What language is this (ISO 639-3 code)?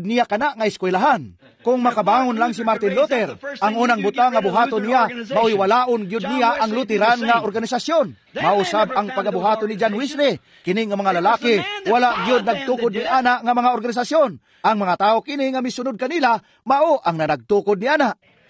ceb